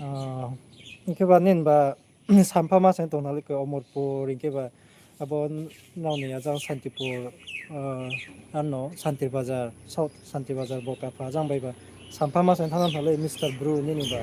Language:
Riang (India)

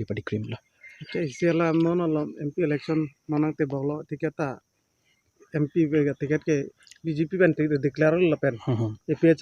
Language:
Karbi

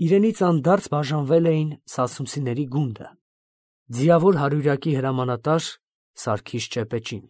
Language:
Armenian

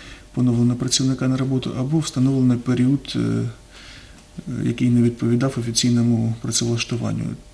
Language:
Ukrainian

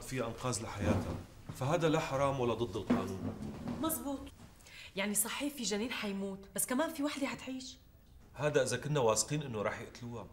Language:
North Levantine Arabic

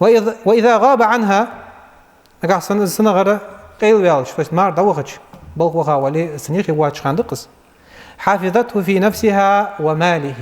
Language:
Ingush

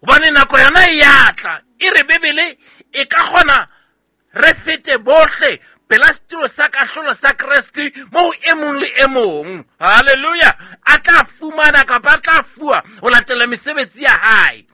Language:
Southern Sotho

